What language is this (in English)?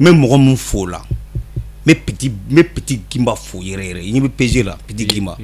Bambara